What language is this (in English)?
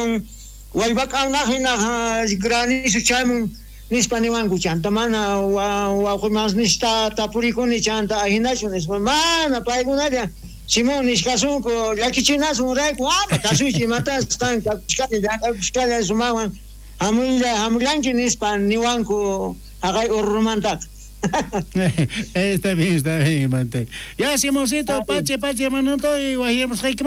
South Bolivian Quechua